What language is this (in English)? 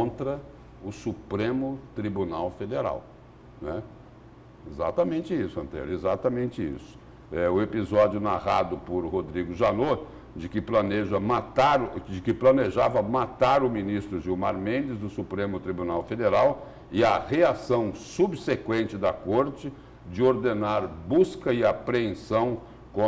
Portuguese